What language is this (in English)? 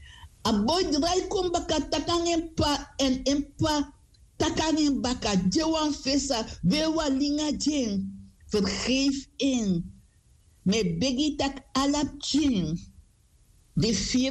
Sranan Tongo